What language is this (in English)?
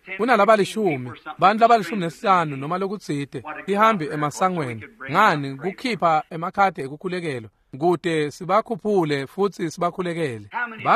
Swati